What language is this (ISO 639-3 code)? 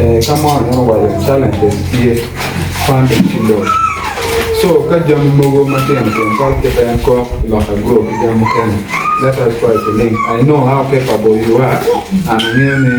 ach